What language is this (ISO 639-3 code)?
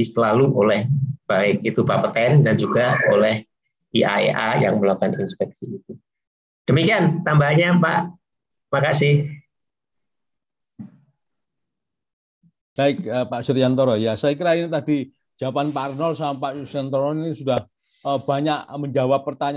ind